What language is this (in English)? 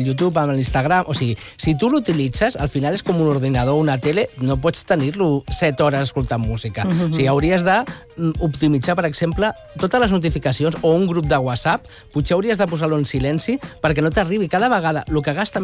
Catalan